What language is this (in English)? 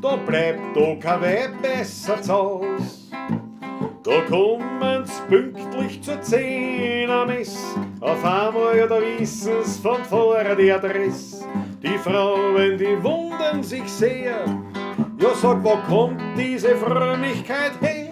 Bavarian